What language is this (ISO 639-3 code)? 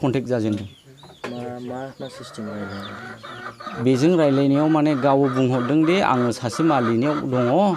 brx